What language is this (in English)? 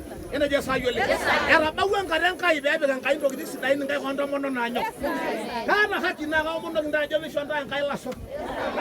Masai